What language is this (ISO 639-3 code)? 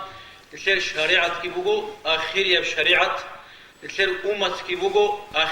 ava